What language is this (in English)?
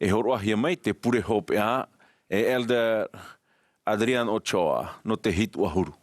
Tahitian